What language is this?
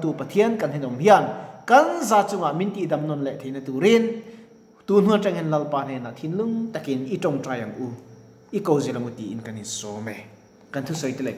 Mizo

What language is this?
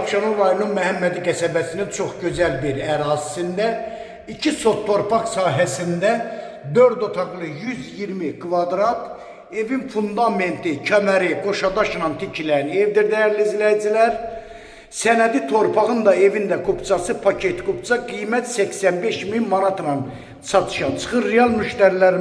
Azerbaijani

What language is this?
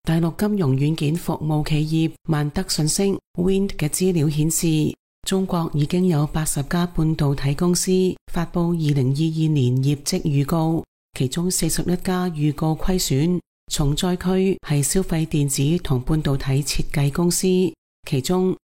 Cantonese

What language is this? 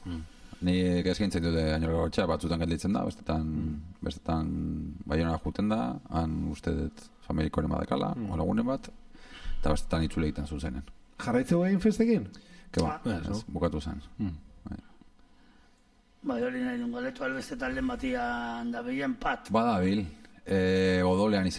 Basque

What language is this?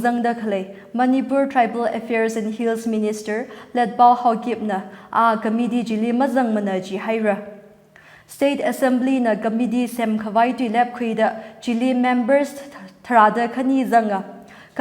Tangkhul Naga (India)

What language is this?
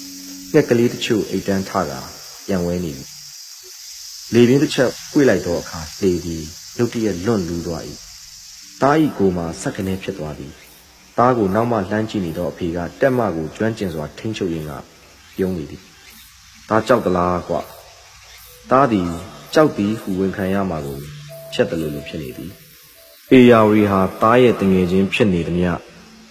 Burmese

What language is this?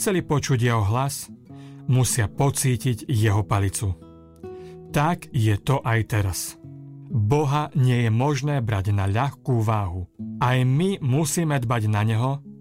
Slovak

